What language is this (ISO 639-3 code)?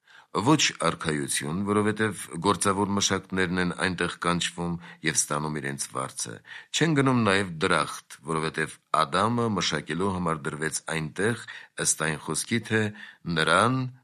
hye